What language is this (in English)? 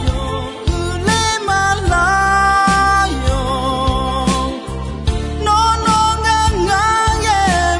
Akha